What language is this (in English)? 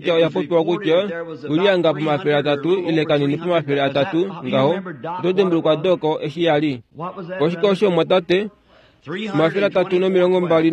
Kuanyama